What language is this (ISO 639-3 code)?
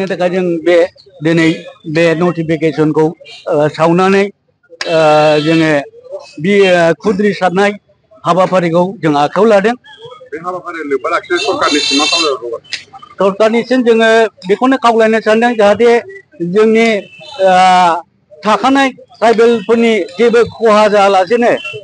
brx